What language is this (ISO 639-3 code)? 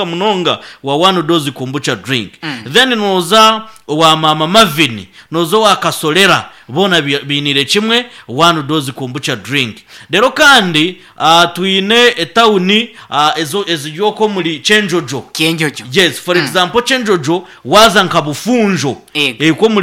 nyn